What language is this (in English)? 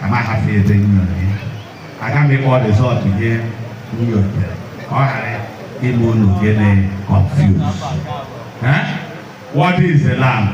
Igbo